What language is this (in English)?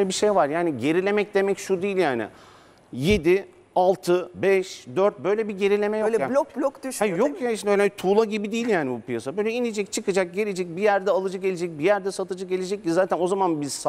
Turkish